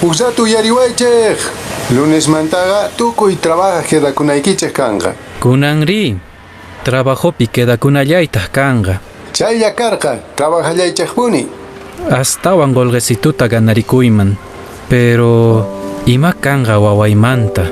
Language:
Quechua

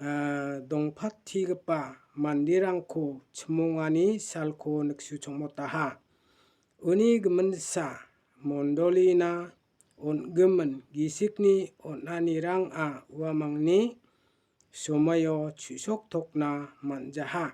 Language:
Garo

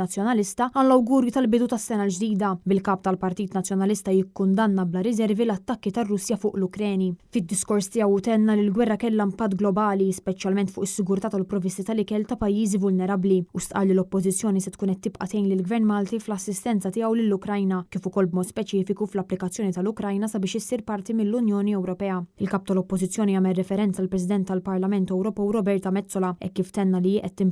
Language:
Maltese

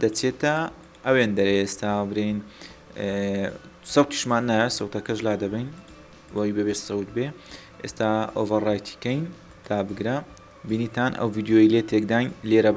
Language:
Central Kurdish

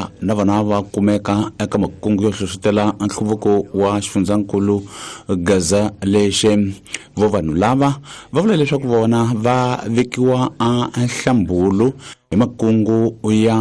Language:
Tsonga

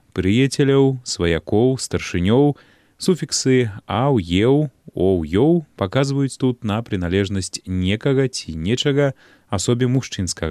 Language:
Belarusian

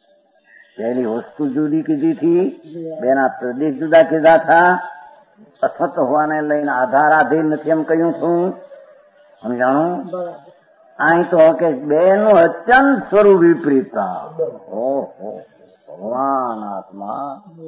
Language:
Gujarati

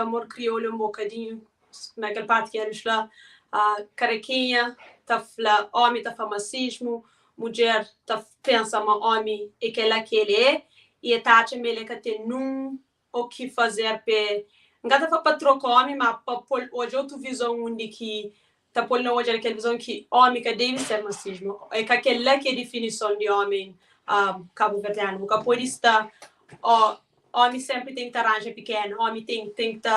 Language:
Kabuverdianu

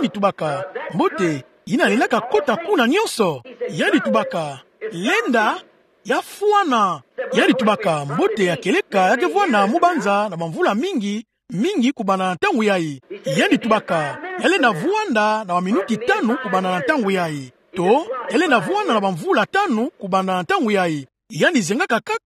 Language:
Kituba (Democratic Republic of Congo)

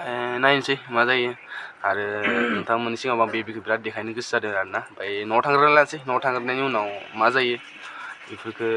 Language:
Bodo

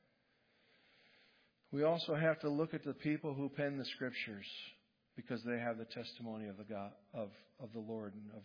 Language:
English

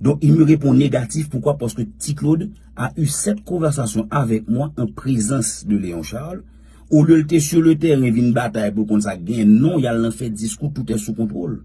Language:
Haitian Creole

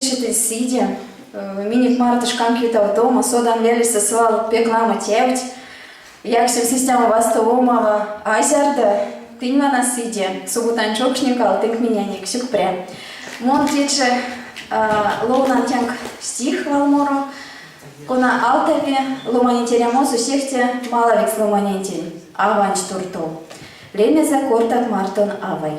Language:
Erzya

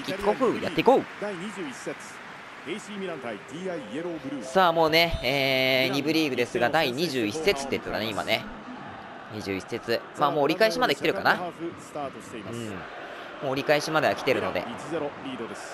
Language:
Japanese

